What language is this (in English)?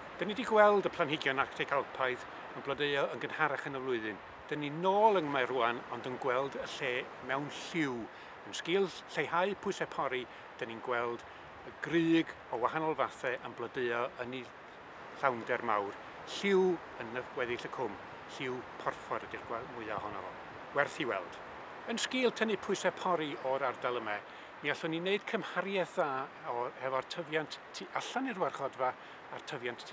Welsh